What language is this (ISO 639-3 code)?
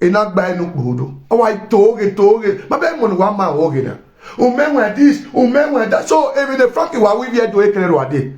pcm